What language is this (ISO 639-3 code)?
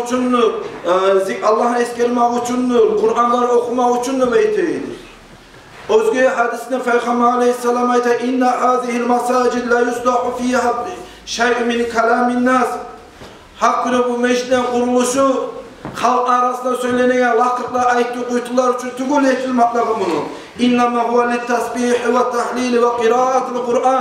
kum